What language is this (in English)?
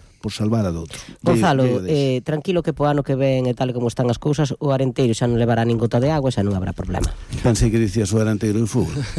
Galician